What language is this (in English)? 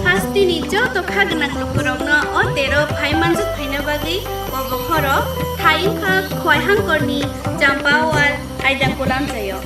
Kok Borok